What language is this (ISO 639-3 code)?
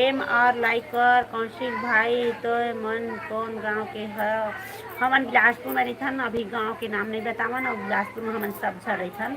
hne